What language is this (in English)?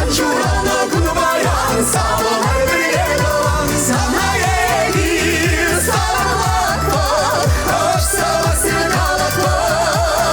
Chuvash